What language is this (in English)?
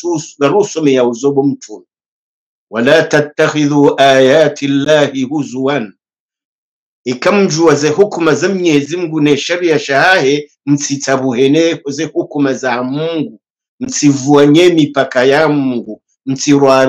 Swahili